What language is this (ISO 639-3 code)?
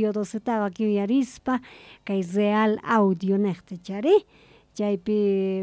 que